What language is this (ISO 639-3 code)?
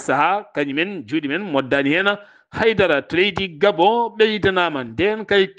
ful